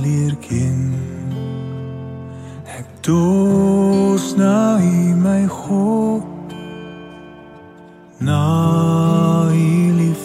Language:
Afrikaans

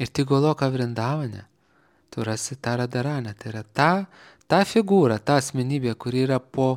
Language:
Lithuanian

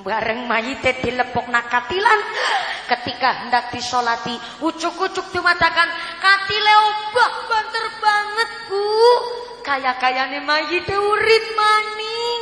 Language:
Javanese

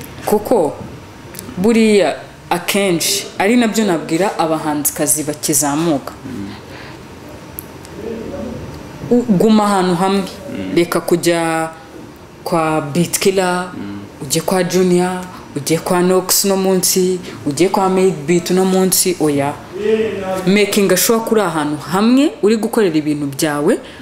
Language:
Kinyarwanda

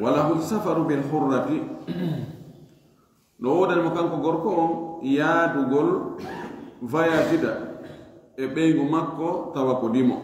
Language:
Fula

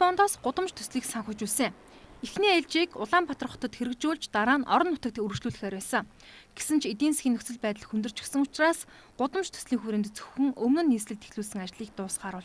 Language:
Mongolian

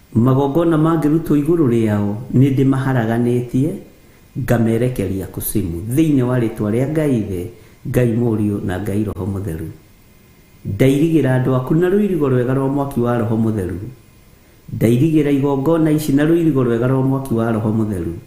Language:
Kikuyu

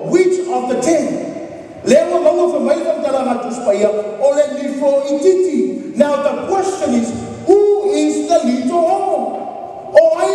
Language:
Samoan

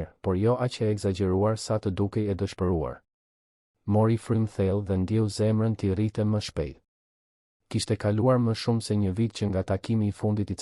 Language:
Albanian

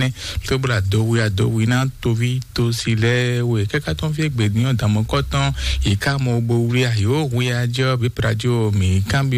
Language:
Fon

